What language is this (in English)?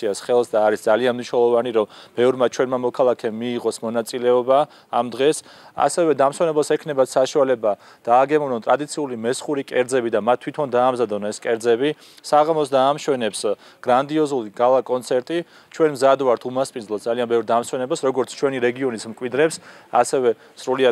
Georgian